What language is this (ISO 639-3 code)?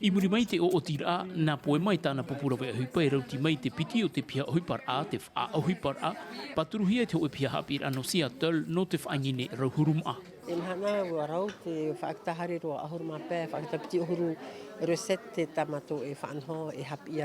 tah